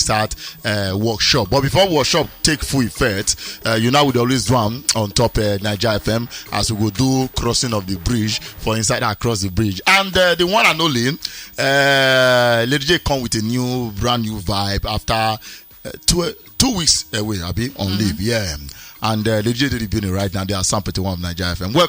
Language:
Nigerian Pidgin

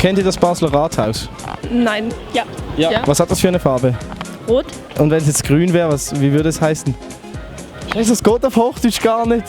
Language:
Swiss German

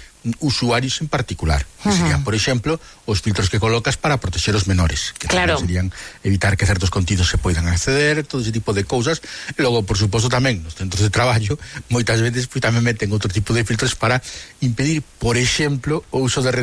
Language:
Galician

